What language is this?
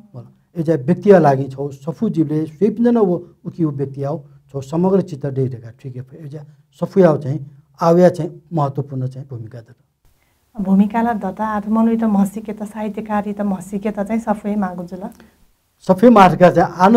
Newari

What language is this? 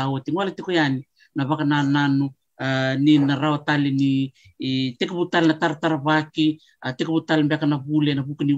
Fijian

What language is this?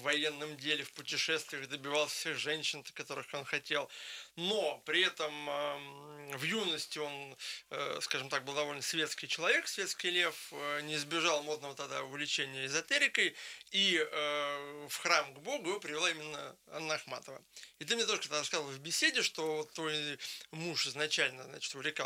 Russian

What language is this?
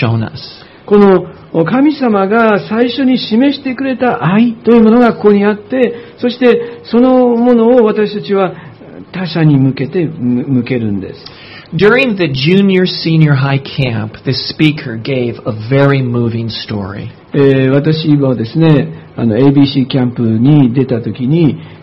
Japanese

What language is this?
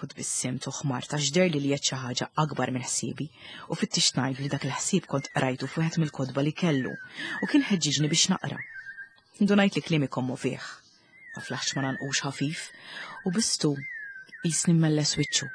Maltese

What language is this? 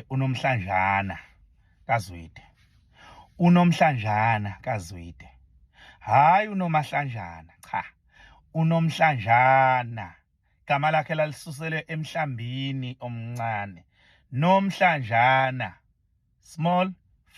Zulu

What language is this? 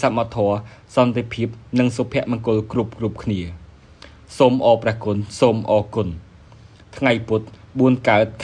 Khmer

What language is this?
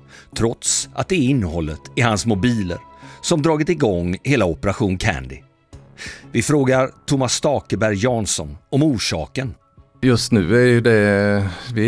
Swedish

